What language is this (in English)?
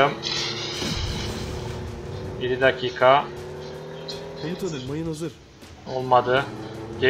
Turkish